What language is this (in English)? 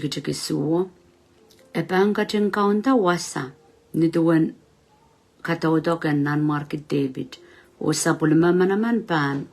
Pohnpeian